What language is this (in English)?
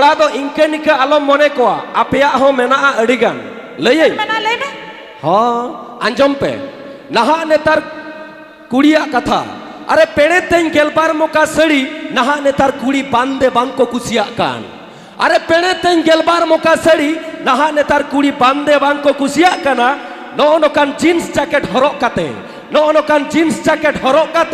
Santali